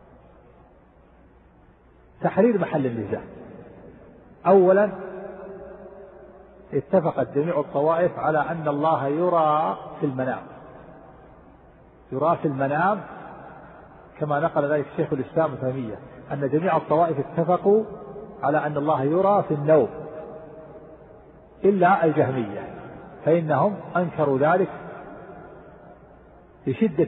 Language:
Arabic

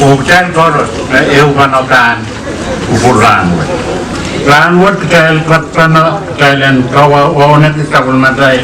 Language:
Pohnpeian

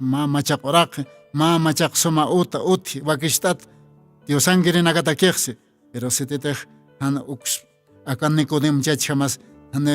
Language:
Aymara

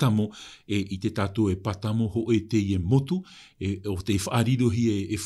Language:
Tahitian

